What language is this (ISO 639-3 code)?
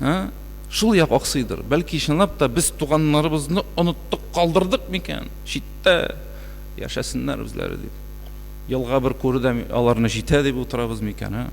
tat